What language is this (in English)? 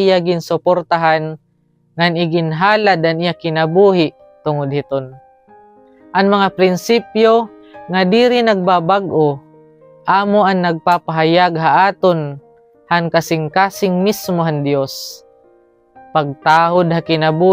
Waray